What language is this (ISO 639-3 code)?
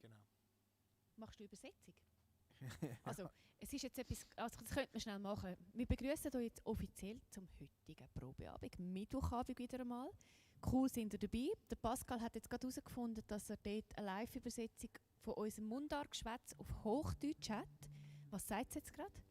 gsw